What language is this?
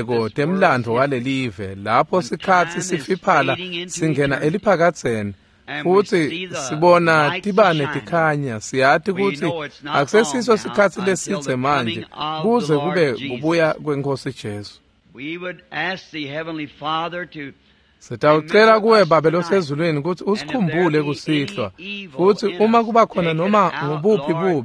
Swati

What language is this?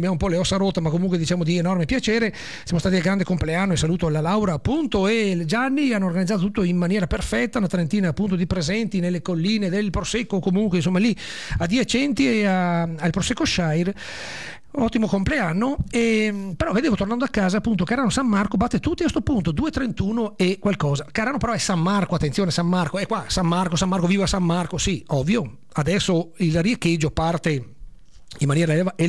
Italian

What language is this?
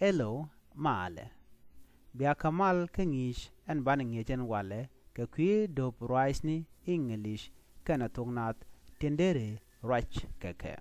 Nuer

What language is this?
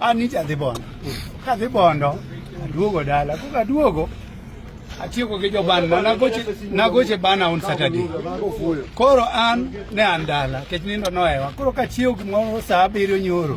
Luo (Kenya and Tanzania)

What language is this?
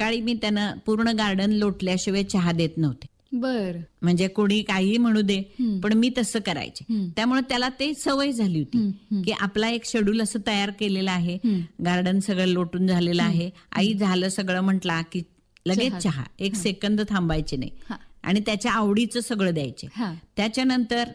Marathi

